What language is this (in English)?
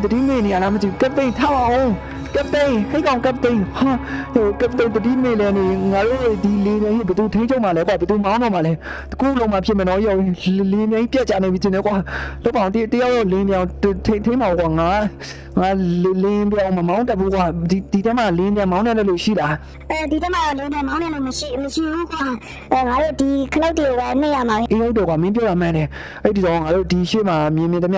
Burmese